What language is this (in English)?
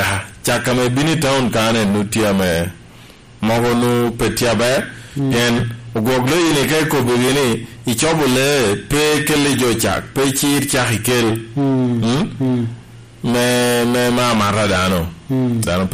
Lango (Uganda)